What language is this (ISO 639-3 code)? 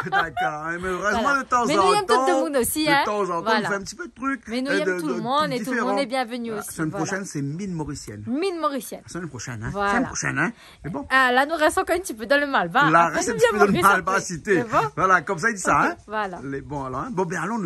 rcf